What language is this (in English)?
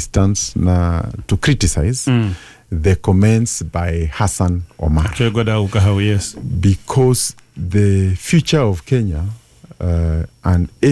Kikuyu